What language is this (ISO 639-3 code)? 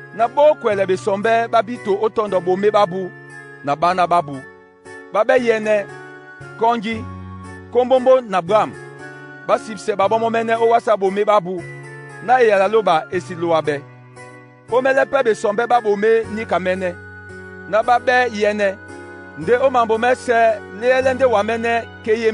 dua